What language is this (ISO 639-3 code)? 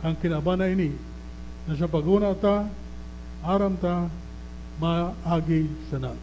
bik